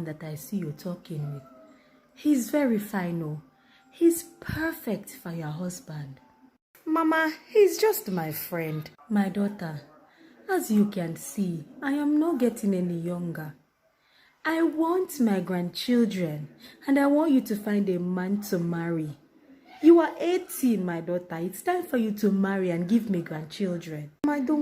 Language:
Jamaican Creole English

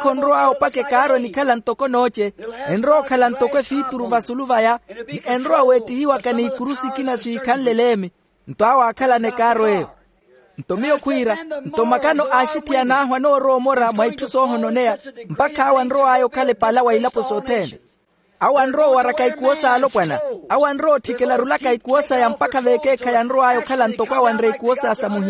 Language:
Makhuwa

